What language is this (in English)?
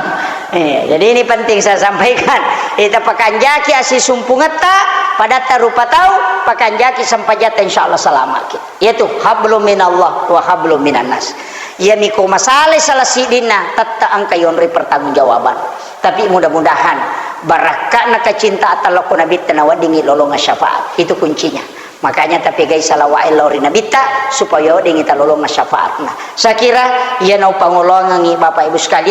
Buginese